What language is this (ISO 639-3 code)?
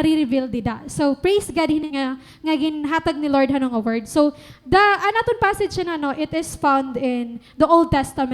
war